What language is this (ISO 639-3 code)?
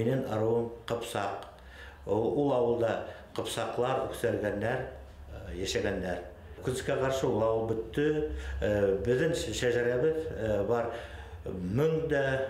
bak